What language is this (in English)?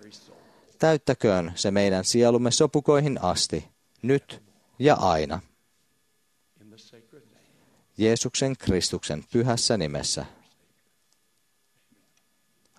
Finnish